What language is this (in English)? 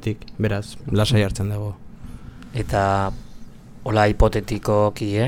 Basque